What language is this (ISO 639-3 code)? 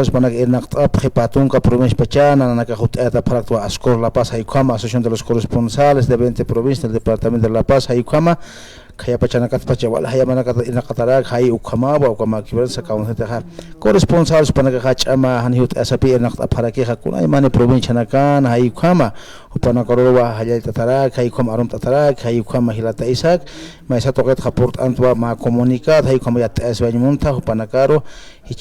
aym